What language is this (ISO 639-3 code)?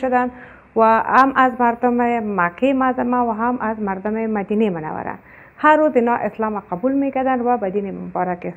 fas